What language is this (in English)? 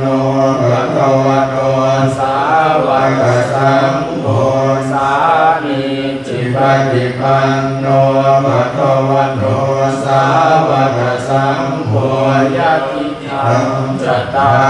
Pali